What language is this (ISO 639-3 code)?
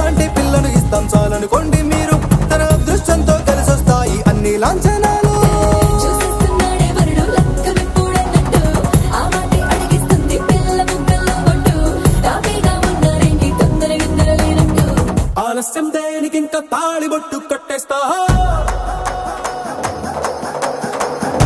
tel